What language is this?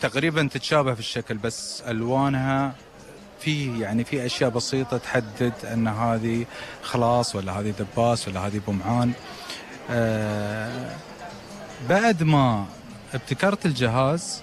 Gulf Arabic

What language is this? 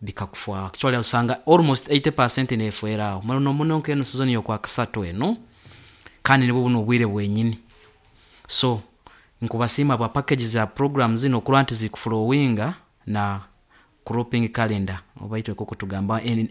Nyoro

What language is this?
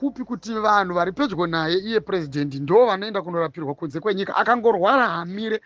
Shona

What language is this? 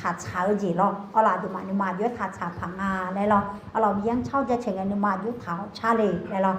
Akha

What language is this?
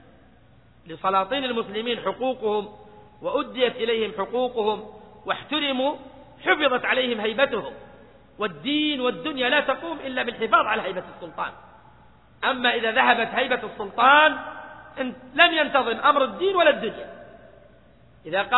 Arabic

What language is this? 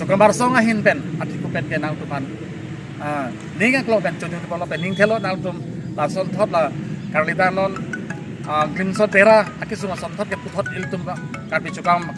Karbi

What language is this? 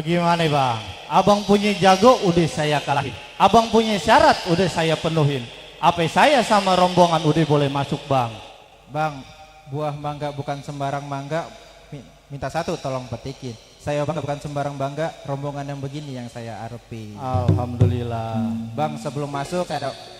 Betawi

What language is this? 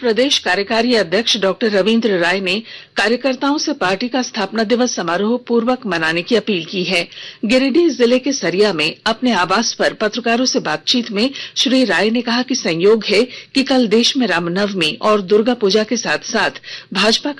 Hindi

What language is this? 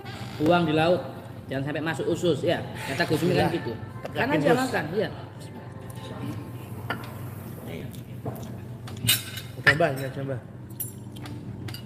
Indonesian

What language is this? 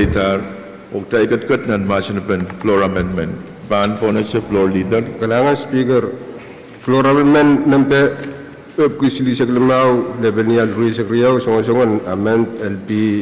Pohnpeian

